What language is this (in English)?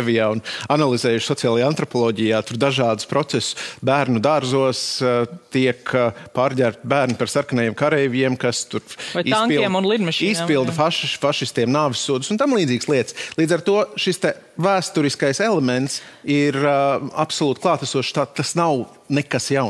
Latvian